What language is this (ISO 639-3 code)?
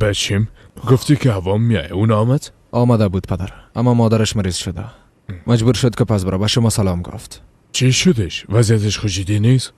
fas